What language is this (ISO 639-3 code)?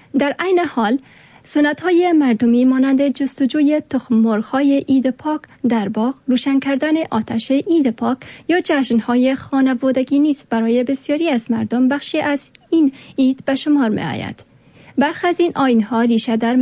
fas